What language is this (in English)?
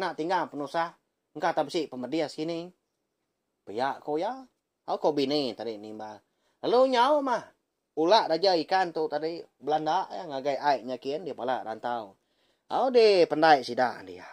Iban